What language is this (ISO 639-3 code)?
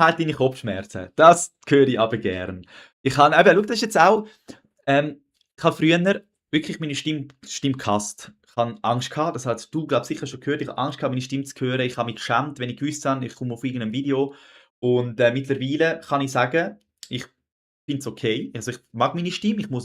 gsw